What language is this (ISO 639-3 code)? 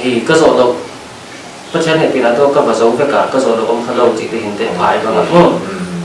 pck